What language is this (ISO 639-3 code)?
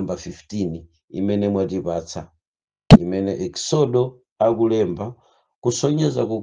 nya